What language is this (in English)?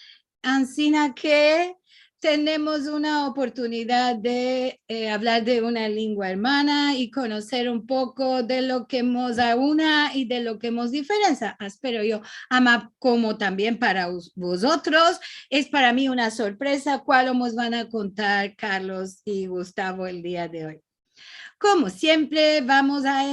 Ladino